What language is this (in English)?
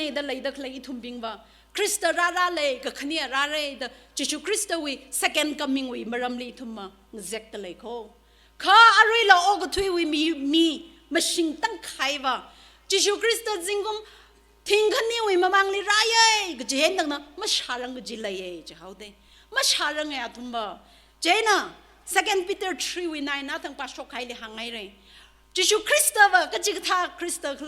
Tangkhul Naga (India)